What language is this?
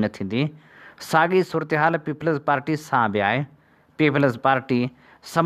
Sindhi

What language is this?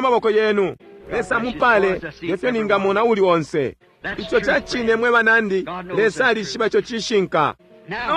Bemba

